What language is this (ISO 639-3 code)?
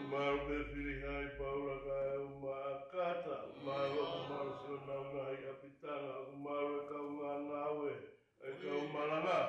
ton